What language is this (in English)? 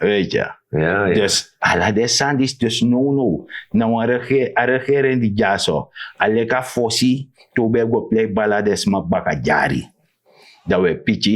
Sranan Tongo